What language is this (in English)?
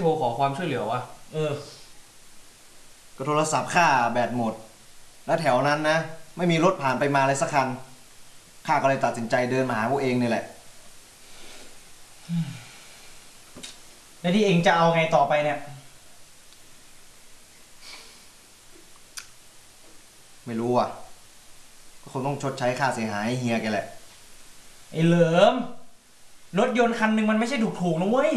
Thai